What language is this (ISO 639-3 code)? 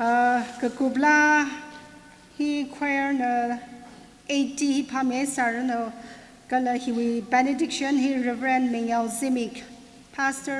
nmf